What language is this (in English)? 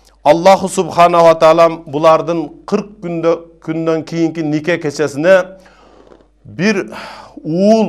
Kyrgyz